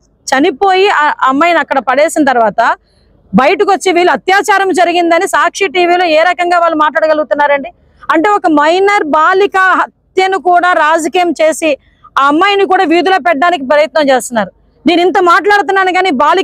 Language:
Telugu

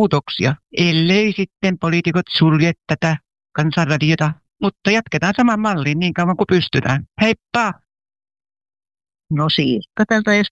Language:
Finnish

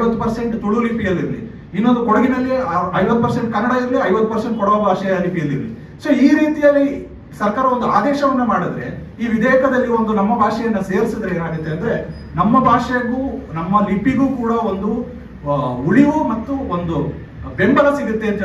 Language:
Kannada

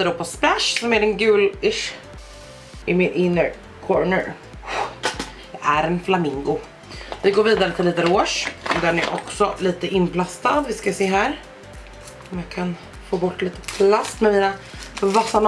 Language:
Swedish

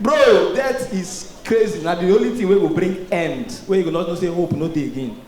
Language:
Nigerian Pidgin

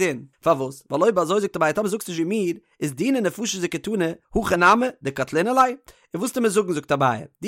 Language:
Yiddish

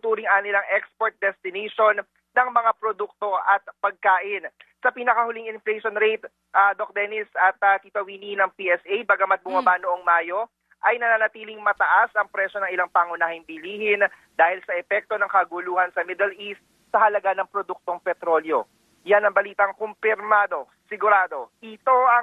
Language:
Filipino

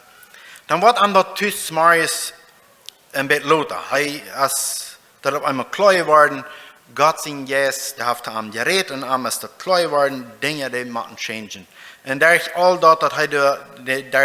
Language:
Plautdietsch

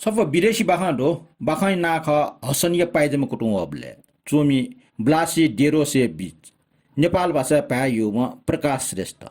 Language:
Newari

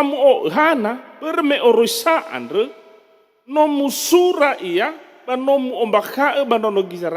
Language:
Nias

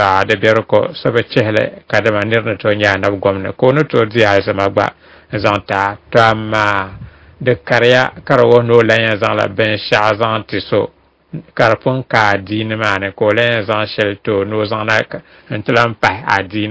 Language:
Dagbani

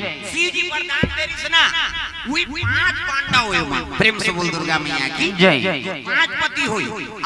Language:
Chhattisgarhi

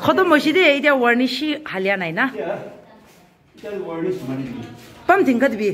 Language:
Naga Pidgin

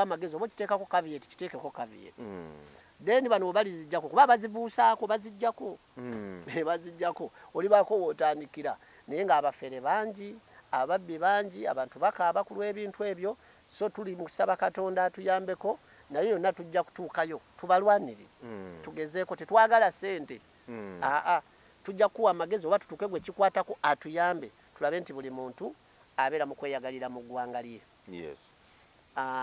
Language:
Ganda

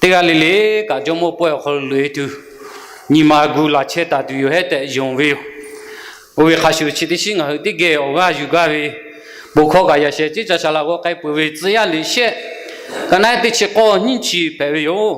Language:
Lahu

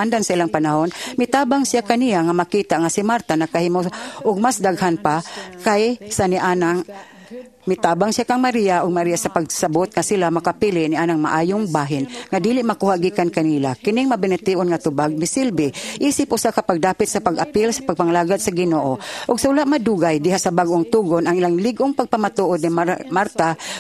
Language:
Cebuano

